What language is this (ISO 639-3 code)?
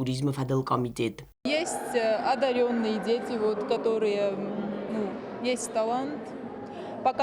oss